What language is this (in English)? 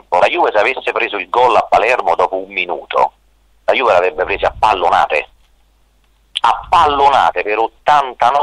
Italian